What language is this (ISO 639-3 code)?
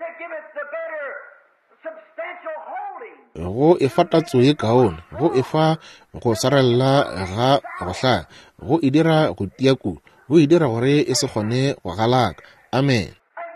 nso